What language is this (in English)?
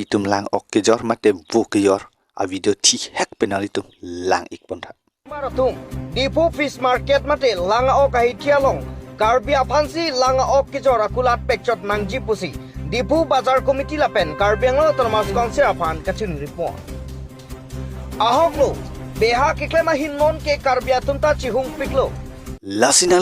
Karbi